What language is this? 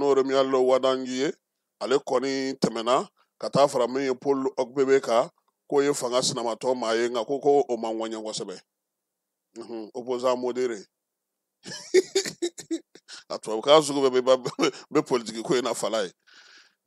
Bambara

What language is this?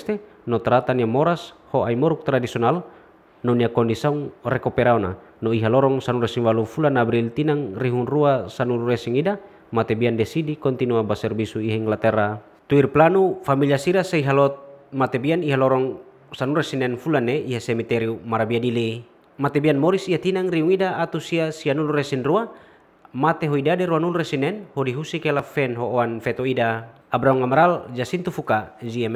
Tetum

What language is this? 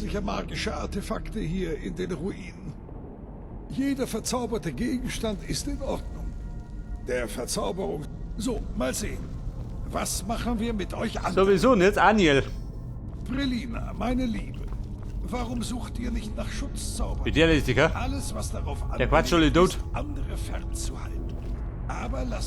Bavarian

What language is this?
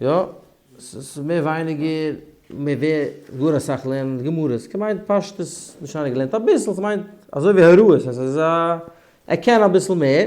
Yiddish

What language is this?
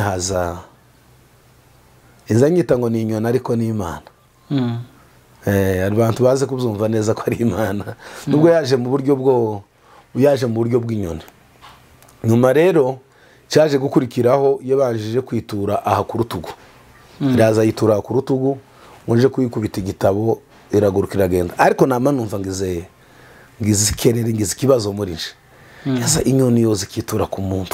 Kinyarwanda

